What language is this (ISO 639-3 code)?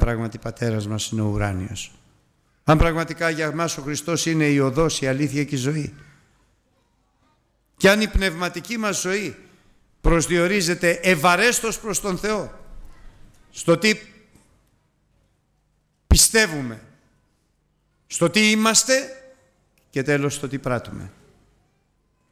ell